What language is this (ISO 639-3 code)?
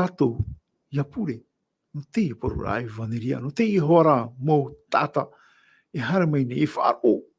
tah